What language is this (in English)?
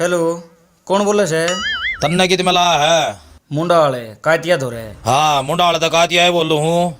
Haryanvi